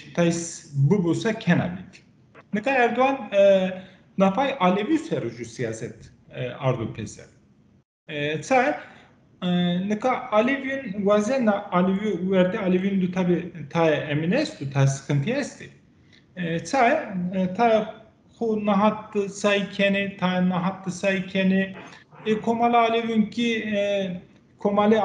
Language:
Zaza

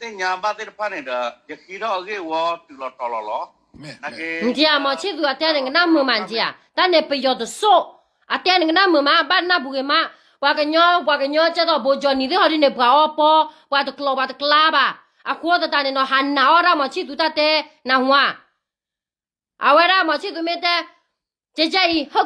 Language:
S'gaw Karen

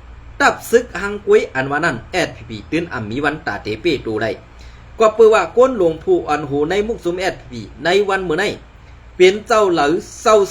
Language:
Shan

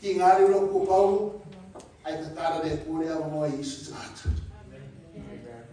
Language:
Samoan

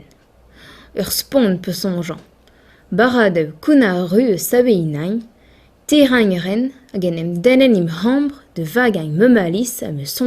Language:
Breton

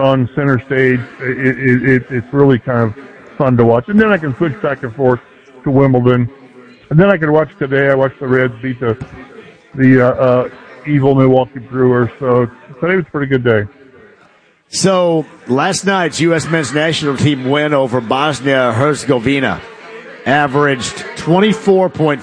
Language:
English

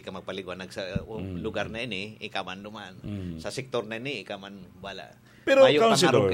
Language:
Bikol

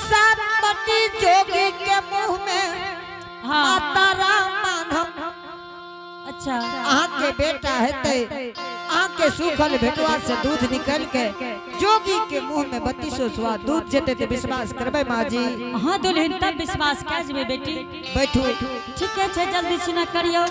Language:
Angika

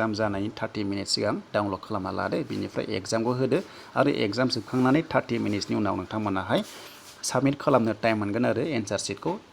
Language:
Bodo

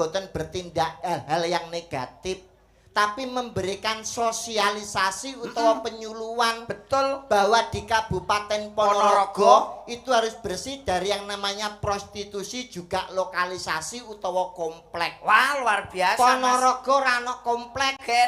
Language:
Javanese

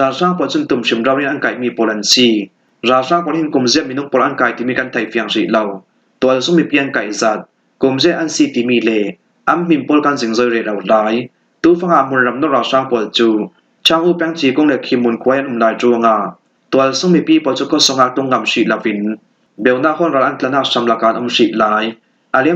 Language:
Falam Chin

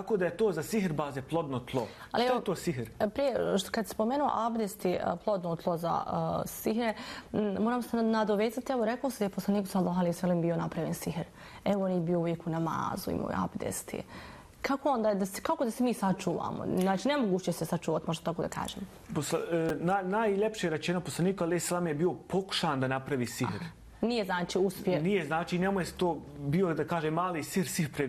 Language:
Bosnian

